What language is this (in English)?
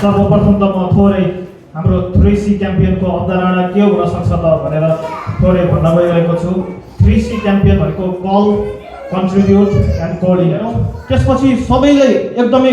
Nepali